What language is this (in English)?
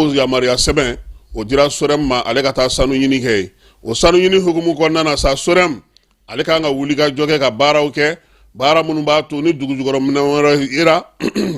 Bambara